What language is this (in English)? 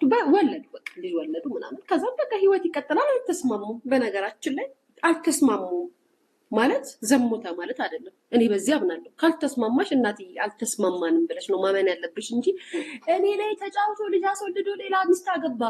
Amharic